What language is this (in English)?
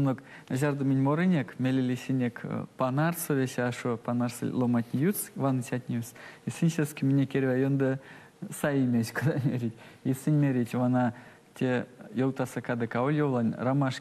Erzya